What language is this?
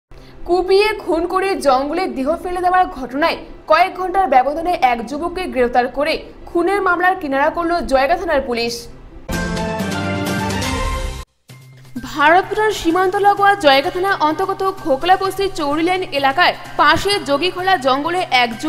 Bangla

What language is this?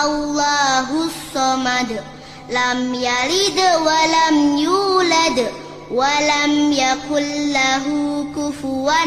Arabic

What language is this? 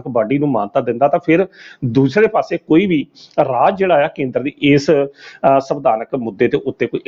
Punjabi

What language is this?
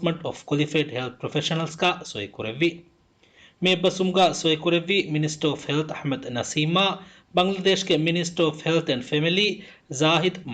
Divehi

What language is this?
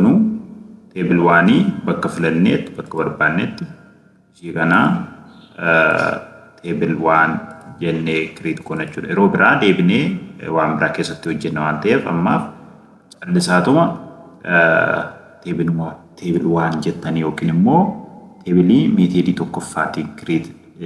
Oromo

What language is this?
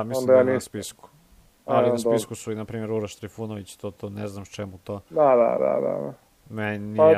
Serbian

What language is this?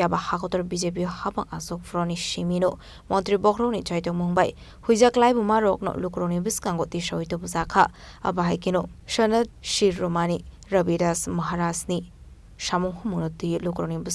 Kok Borok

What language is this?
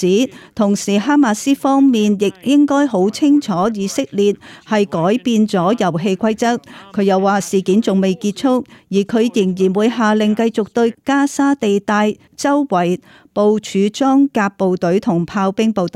Cantonese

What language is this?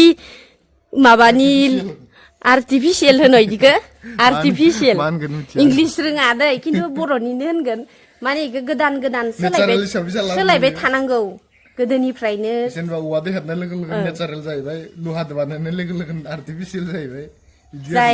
Bodo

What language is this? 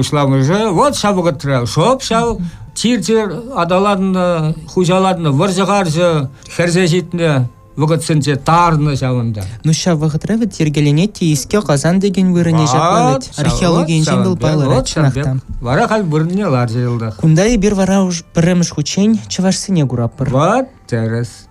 Chuvash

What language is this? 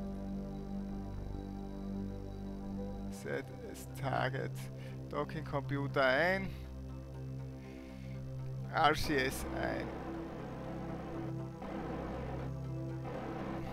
German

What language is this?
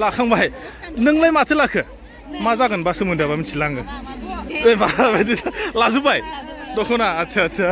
Bodo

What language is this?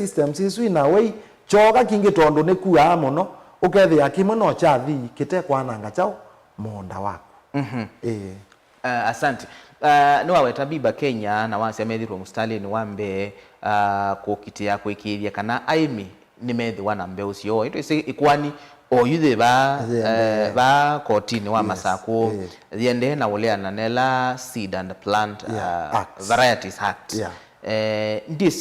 Kamba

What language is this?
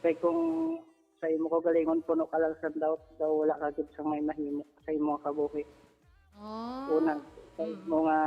Hiligaynon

